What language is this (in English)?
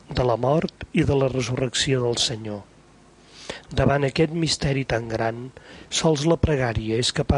Catalan